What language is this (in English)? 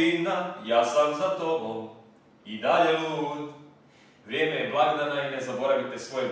Croatian